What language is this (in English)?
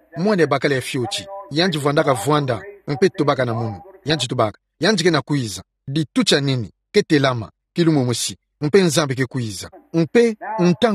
Kituba (Democratic Republic of Congo)